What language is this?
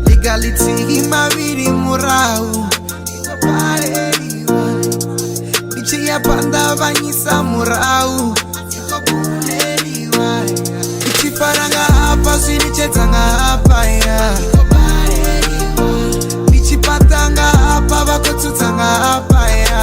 Venda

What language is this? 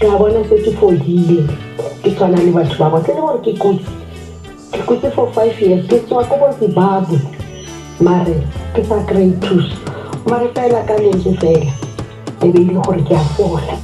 Northern Sotho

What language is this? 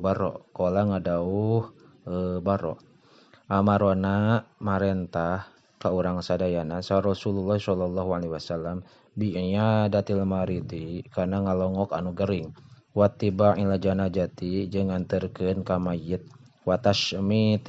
Sundanese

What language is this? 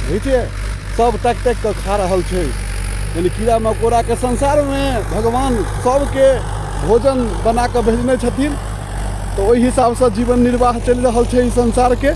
Maithili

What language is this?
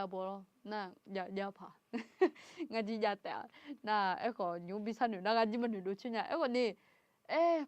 Akha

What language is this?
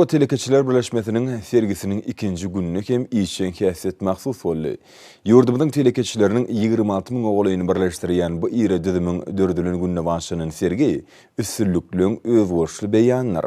Turkmen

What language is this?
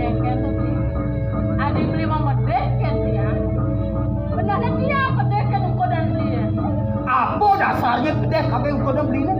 Balinese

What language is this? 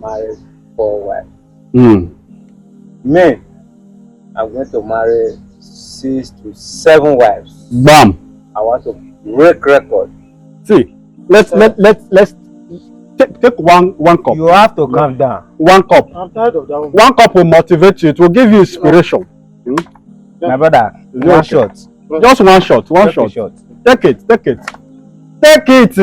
Nigerian Pidgin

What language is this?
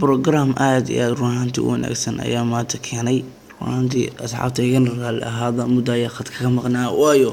Somali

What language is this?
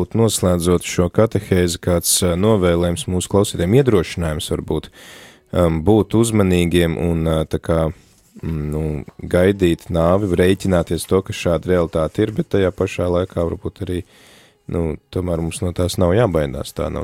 Latvian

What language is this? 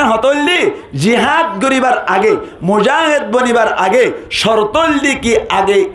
Rohingya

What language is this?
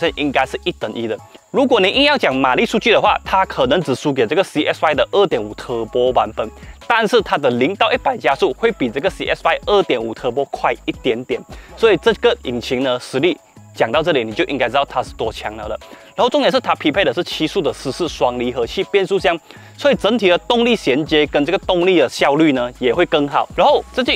Chinese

